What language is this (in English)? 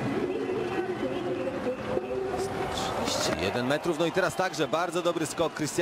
Polish